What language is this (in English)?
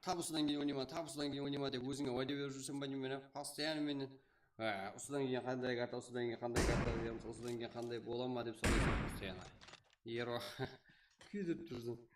Kara-Kalpak